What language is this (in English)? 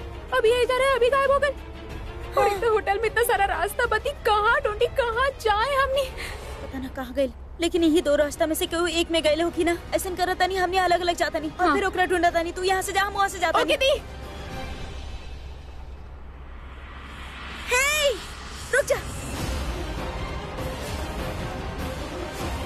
Bhojpuri